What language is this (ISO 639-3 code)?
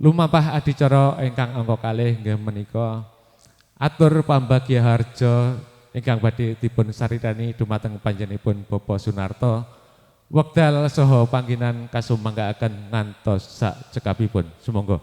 jav